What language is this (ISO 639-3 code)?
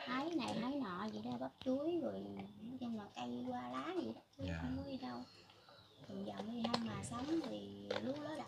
vie